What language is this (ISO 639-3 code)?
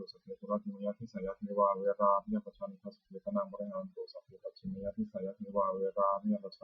pli